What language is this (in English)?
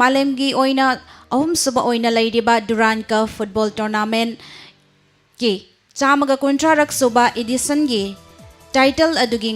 Manipuri